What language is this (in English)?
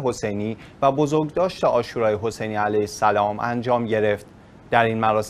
Persian